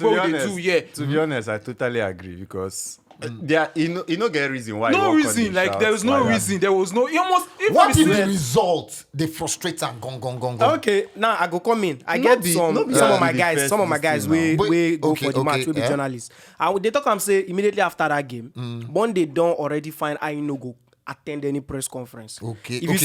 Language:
Nigerian Pidgin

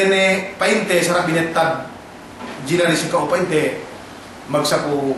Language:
Yakan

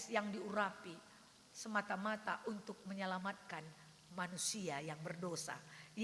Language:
Batak Karo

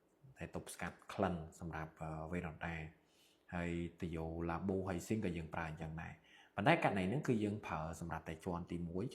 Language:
Khmer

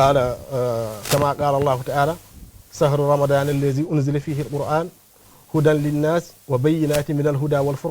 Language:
Fula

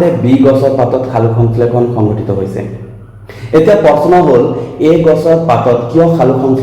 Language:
Assamese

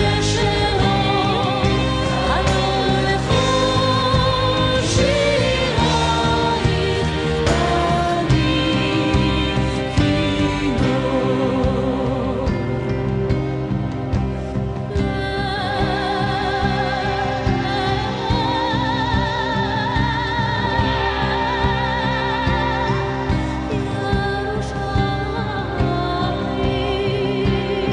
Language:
Estonian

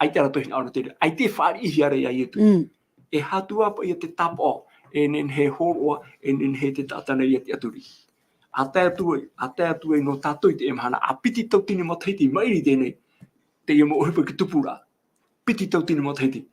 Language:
Tahitian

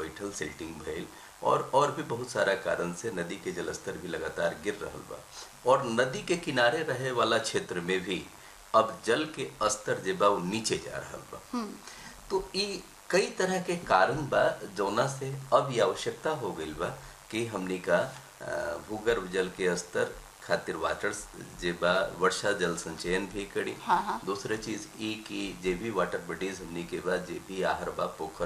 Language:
Bhojpuri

